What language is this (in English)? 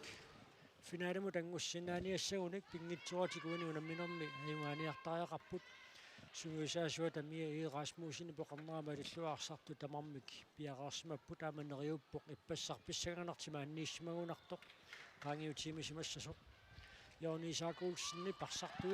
Kalaallisut